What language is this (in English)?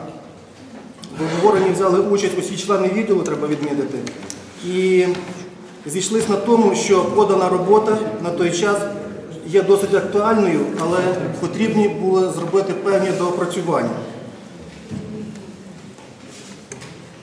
Ukrainian